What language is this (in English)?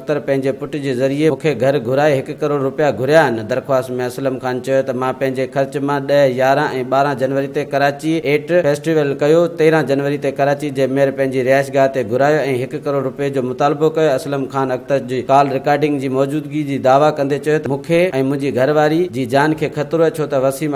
Sindhi